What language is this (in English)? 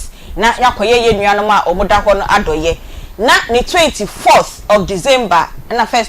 Akan